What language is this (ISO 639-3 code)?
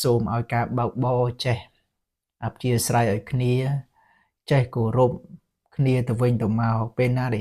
khm